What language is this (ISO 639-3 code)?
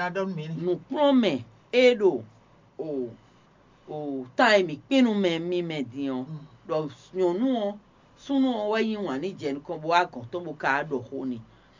fon